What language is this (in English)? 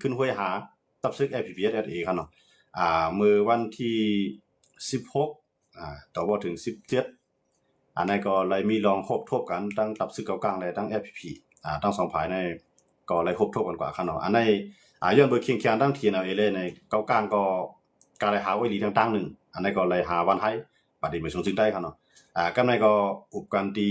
Shan